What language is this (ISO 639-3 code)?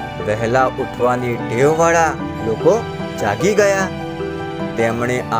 guj